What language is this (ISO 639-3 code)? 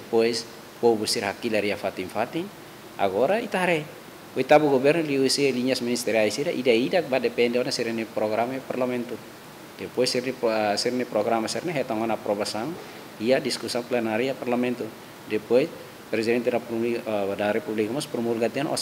tet